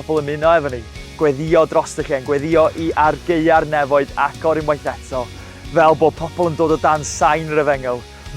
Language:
Welsh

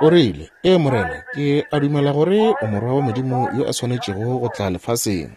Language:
Northern Sotho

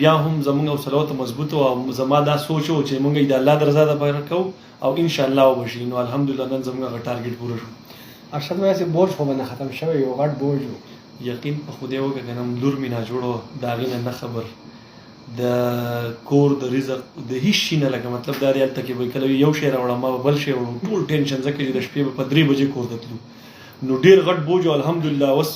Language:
Pashto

